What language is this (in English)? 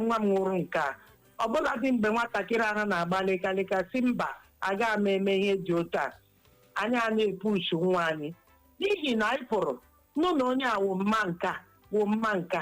Igbo